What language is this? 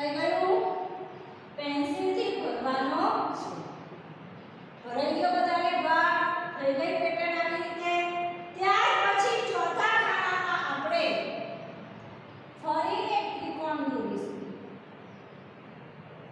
Gujarati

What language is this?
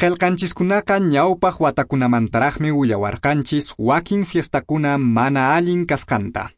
Quechua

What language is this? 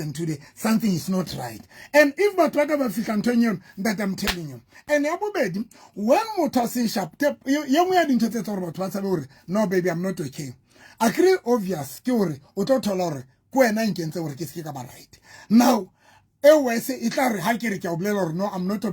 Southern Sotho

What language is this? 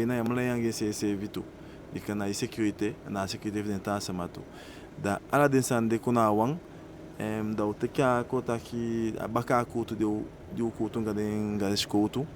Eastern Maroon Creole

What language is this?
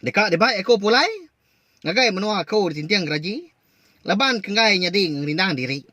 Iban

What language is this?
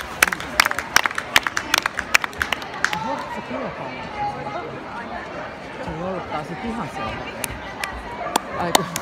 Finnish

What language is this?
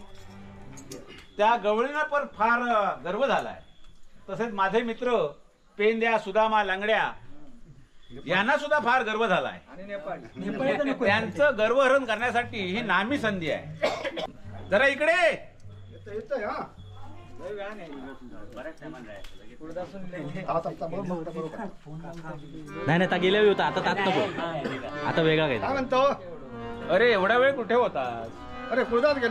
Marathi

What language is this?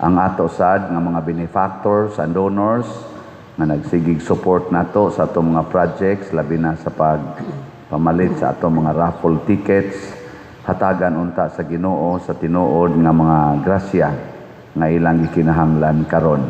Cebuano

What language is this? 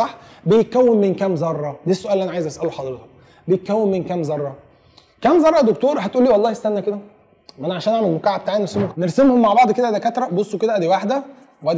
Egyptian Arabic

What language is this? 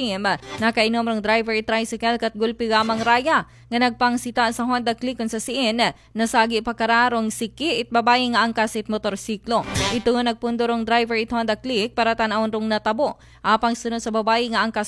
Aklanon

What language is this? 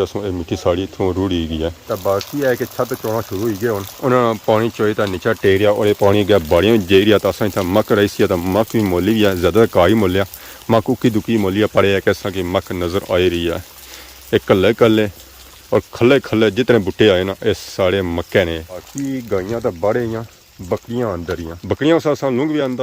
Pahari-Potwari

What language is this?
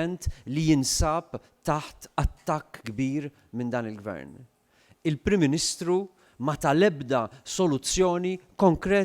Maltese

